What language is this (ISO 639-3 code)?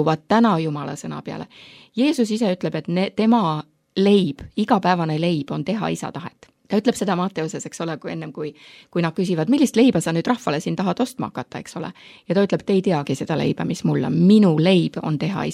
est